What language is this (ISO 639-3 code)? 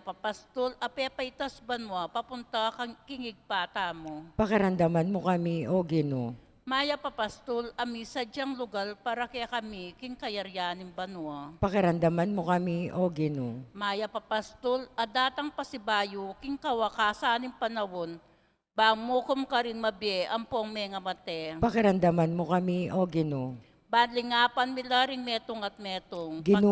pam